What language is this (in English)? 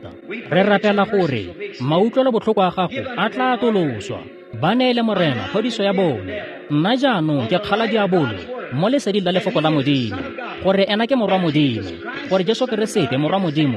Tswana